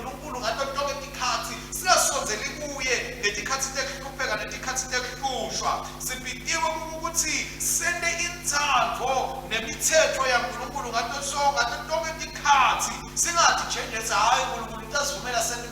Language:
Swati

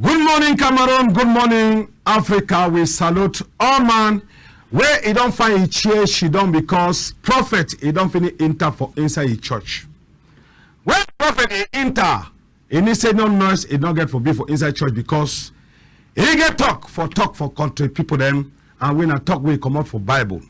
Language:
Cameroon Pidgin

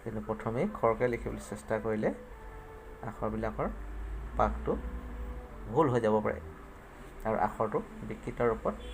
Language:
Assamese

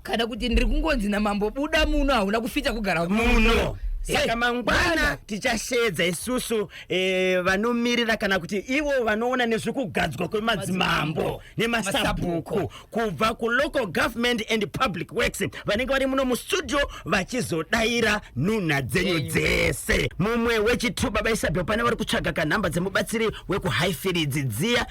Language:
Shona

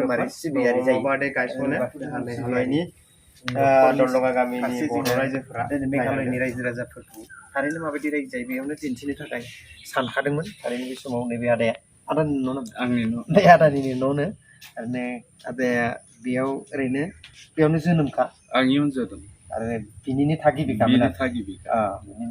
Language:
Bodo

